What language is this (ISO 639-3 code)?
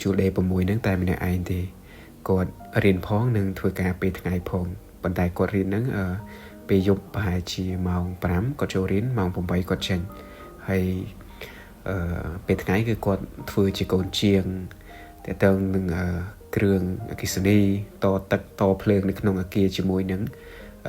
khm